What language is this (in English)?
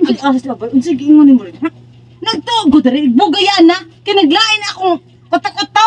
Cebuano